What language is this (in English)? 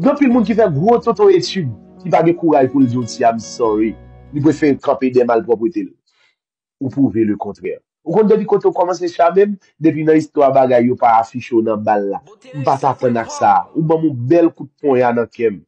Haitian Creole